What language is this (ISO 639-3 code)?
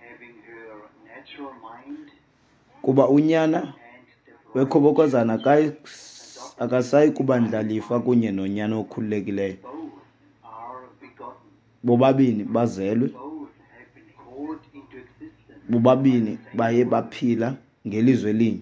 xho